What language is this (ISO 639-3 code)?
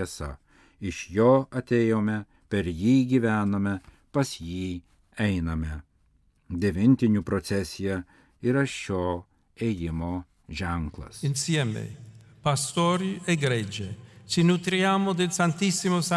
lit